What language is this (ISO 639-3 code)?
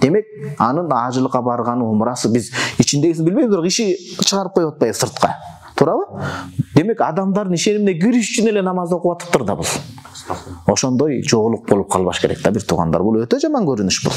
kir